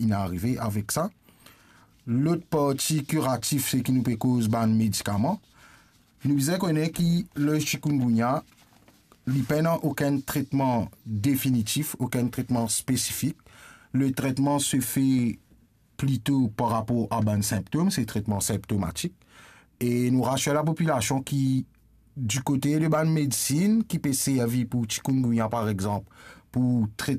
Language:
Morisyen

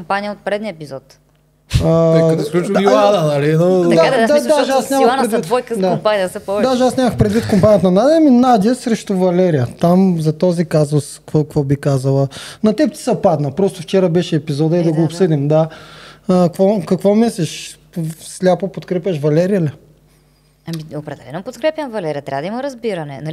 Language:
Bulgarian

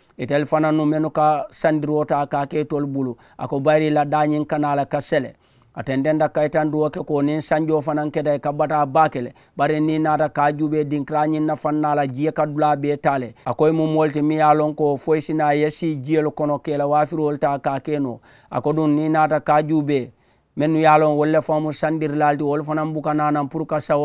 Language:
Mandingo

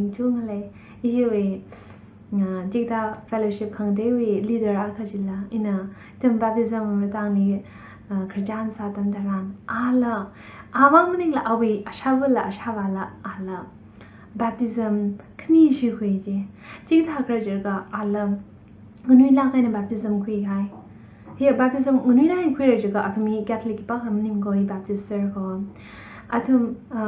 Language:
Tangkhul Naga (India)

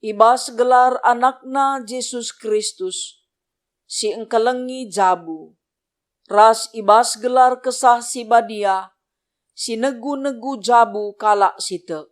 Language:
Batak Karo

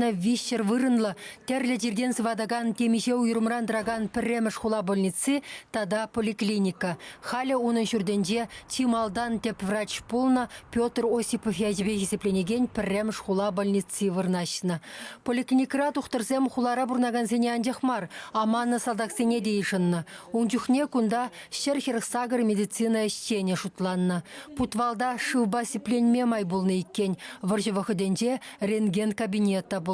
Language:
Chuvash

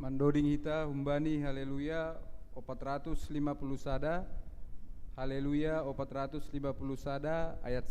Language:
Batak Simalungun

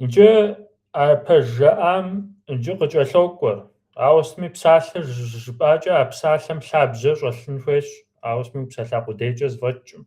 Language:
Kabardian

